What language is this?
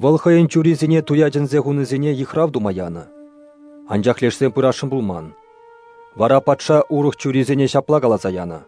Chuvash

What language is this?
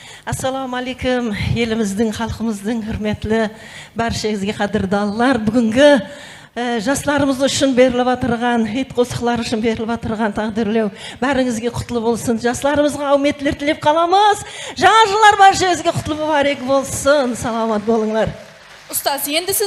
Kara-Kalpak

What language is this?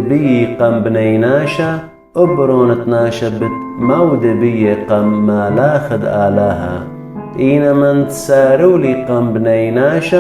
Assyrian Neo-Aramaic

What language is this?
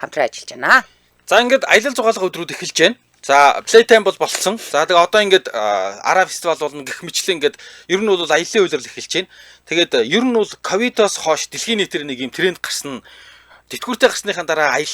Mongolian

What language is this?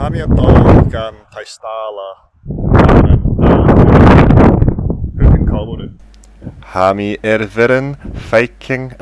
Scottish Gaelic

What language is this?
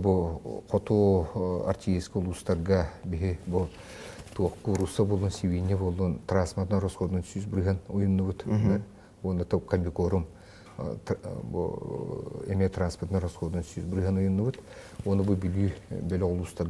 Yakut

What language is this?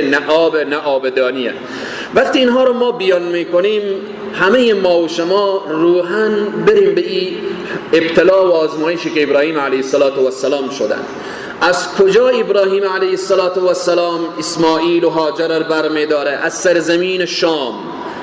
Persian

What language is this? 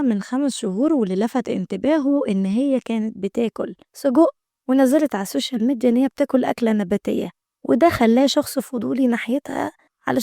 Egyptian Arabic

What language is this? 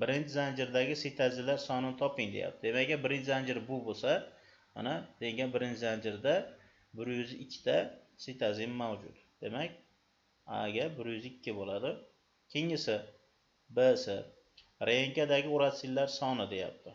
Uzbek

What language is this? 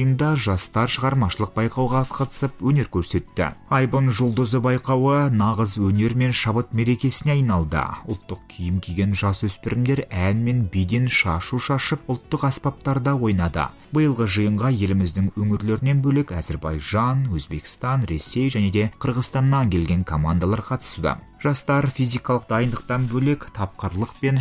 Kazakh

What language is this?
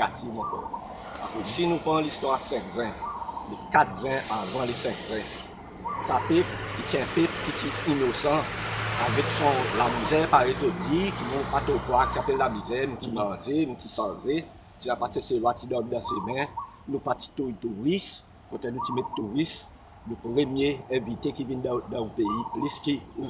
Seselwa Creole French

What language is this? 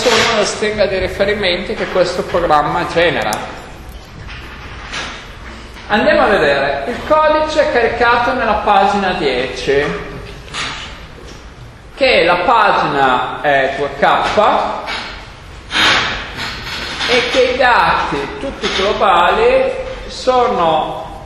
Italian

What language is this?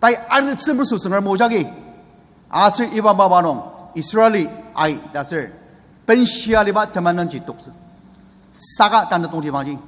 Ao Naga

